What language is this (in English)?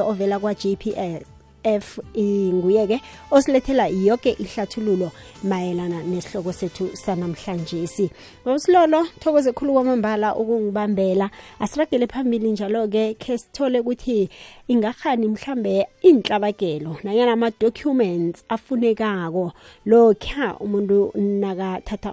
South Ndebele